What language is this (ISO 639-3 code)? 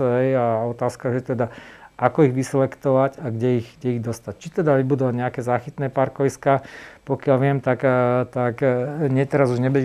slk